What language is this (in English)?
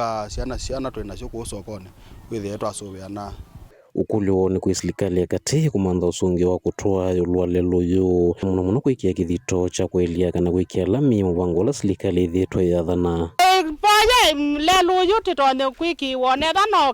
Kamba